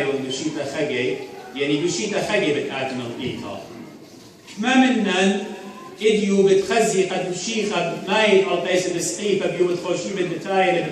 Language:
Assyrian Neo-Aramaic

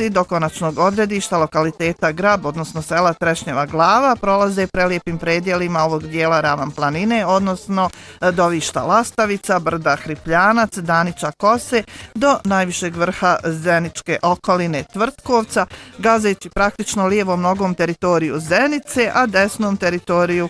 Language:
Bosnian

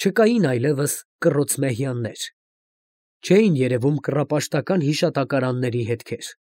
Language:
Armenian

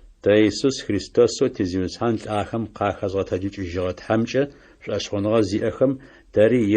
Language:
Adyghe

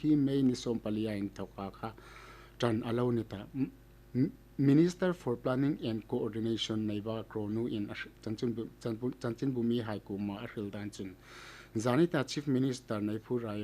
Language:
Hmar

